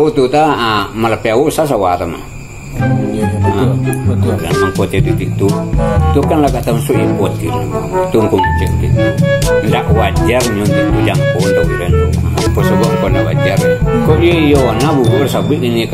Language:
Minangkabau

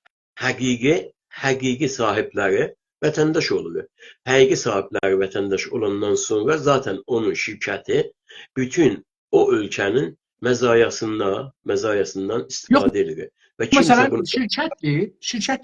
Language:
South Azerbaijani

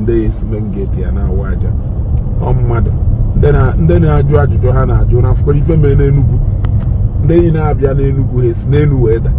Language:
Igbo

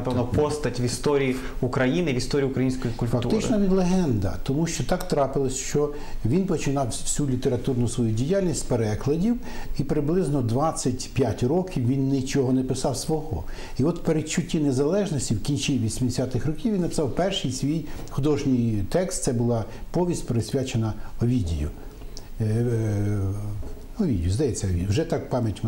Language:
Ukrainian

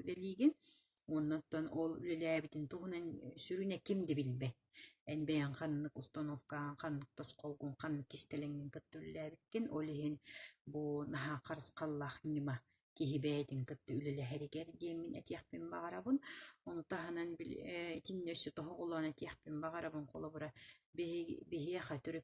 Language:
Yakut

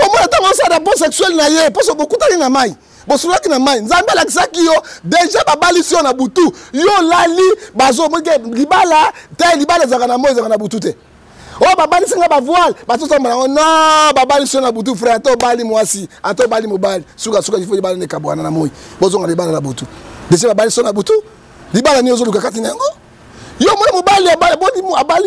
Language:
Lingala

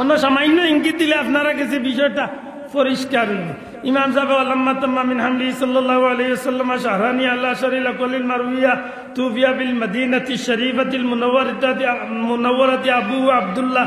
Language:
Sylheti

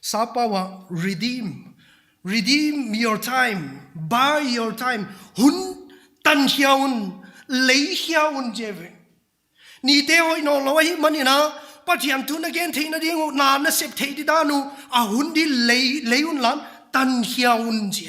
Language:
Paite Chin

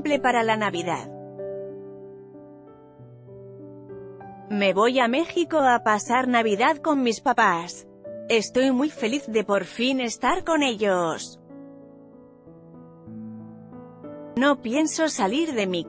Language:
Spanish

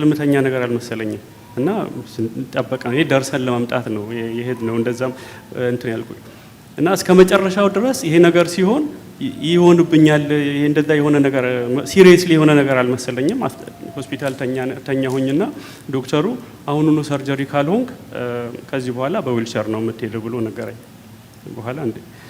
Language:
Amharic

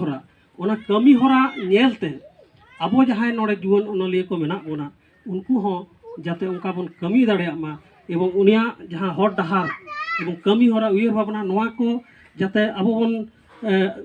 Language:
Santali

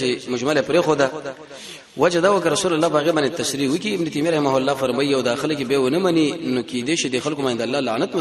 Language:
Pashto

